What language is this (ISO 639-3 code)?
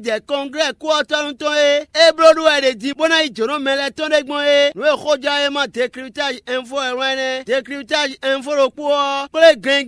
fon